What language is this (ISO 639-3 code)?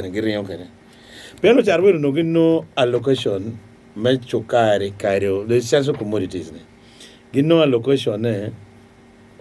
ach